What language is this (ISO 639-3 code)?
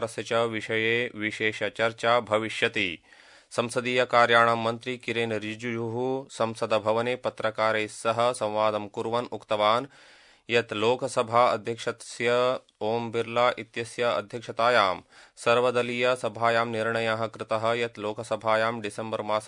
san